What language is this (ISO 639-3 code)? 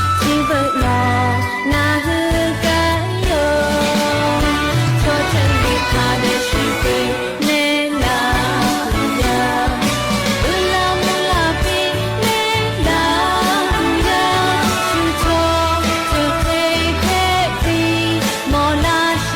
lhu